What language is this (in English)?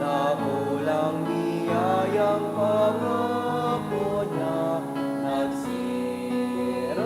Bikol